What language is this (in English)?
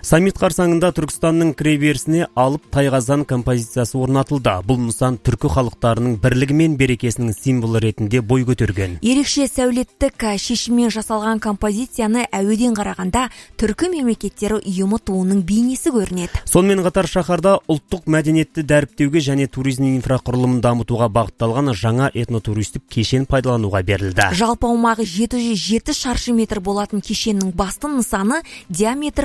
Kazakh